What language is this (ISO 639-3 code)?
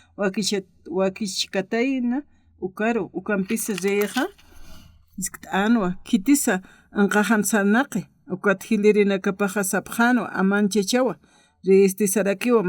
aym